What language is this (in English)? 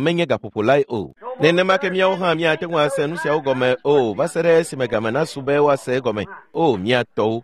Ewe